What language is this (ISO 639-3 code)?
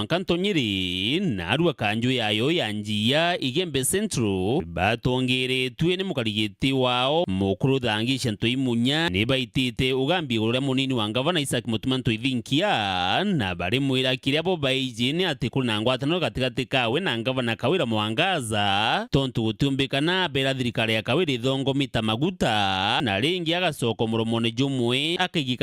mer